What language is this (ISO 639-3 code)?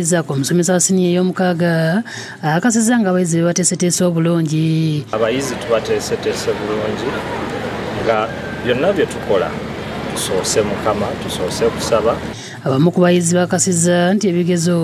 lug